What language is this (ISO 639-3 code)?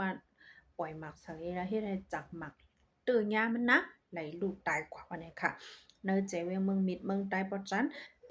shn